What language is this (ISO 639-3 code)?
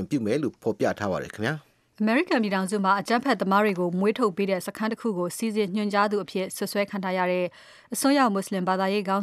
mya